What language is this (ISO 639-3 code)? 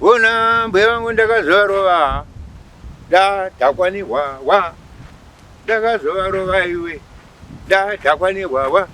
sna